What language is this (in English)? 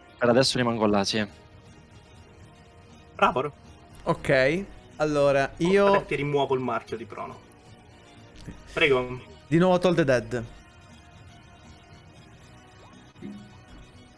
Italian